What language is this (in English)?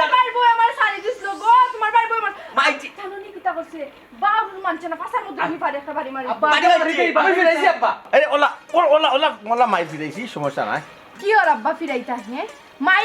Sylheti